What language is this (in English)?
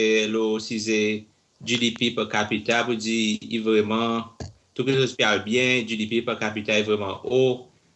Seselwa Creole French